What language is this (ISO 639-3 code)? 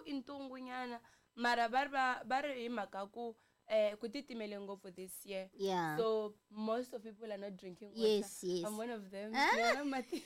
tso